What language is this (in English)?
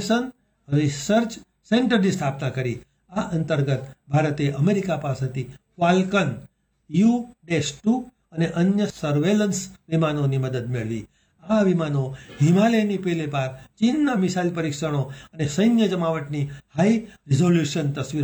Gujarati